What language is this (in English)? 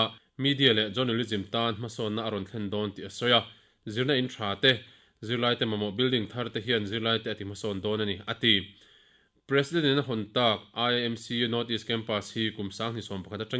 Mizo